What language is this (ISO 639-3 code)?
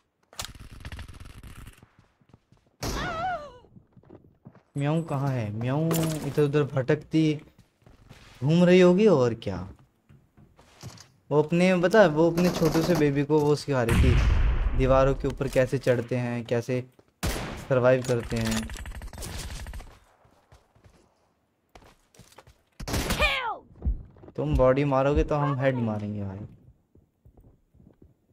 hin